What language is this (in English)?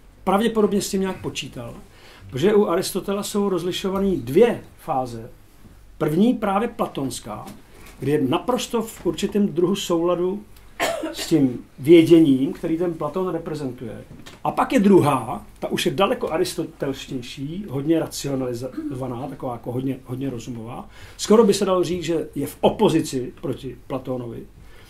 Czech